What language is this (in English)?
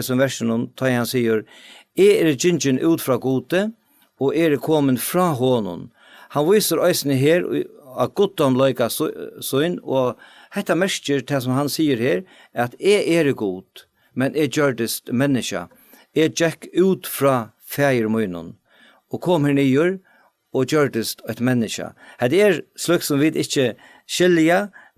Faroese